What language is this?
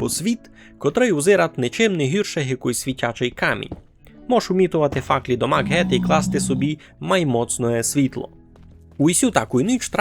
Rusyn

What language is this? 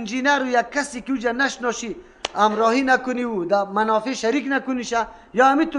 Persian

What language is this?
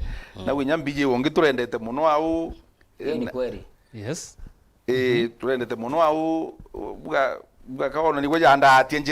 Meru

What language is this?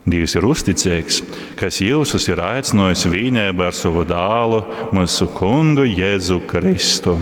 Latgalian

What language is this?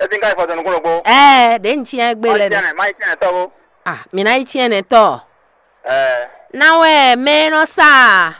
Fon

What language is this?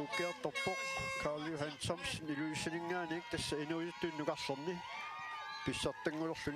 Kalaallisut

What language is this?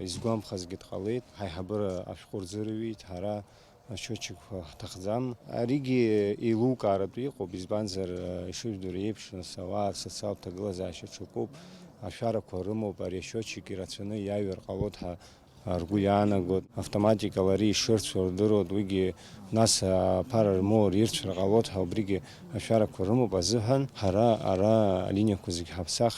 Abkhazian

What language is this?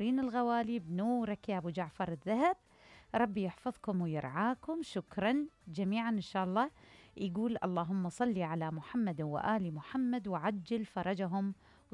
Mesopotamian Arabic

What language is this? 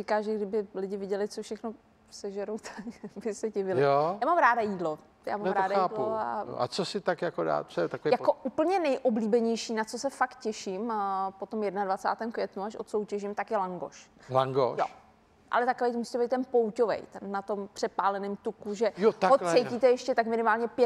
Czech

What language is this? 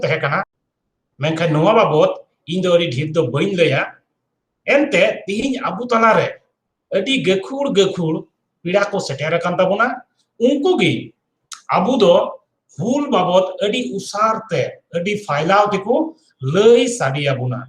Santali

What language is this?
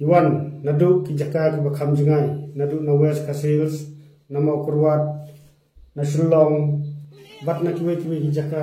Khasi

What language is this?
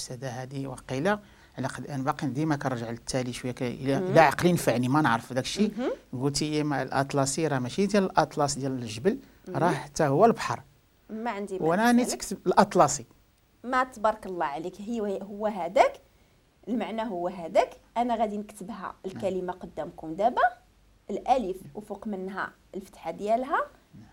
Moroccan Arabic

